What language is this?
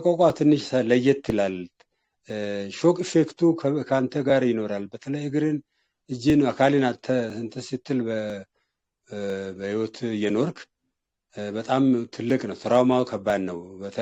Amharic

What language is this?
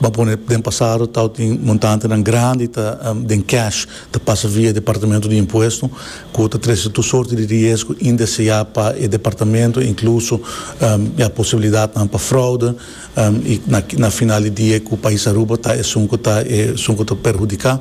Papiamento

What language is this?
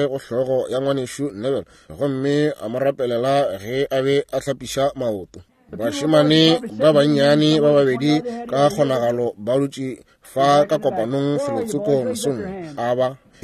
Northern Sotho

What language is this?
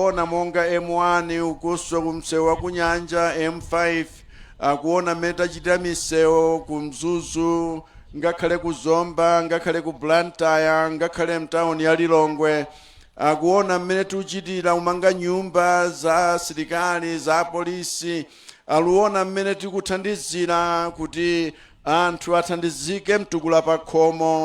Nyanja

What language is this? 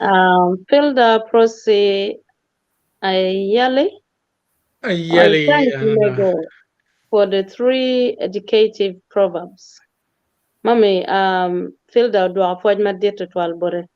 Acoli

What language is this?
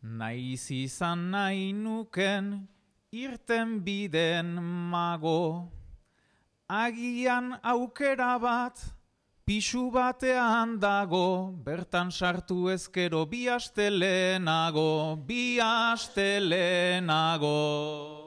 Basque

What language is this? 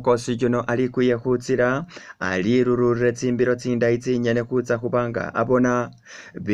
Masaaba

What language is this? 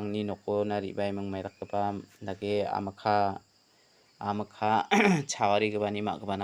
Garo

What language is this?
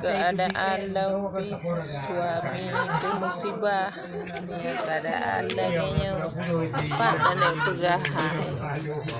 Achinese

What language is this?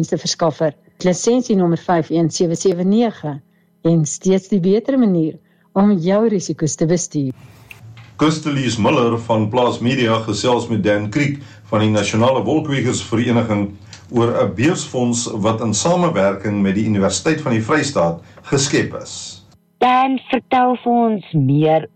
Afrikaans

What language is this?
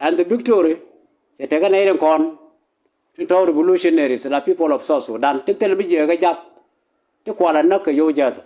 Nuer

